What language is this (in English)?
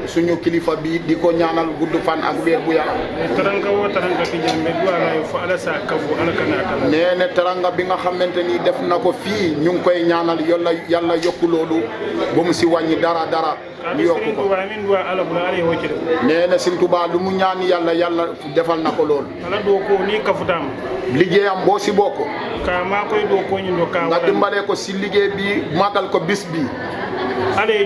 Wolof